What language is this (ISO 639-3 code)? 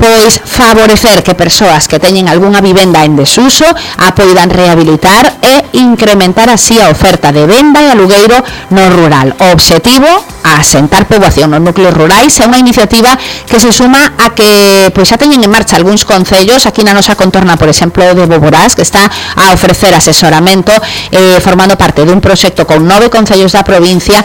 glg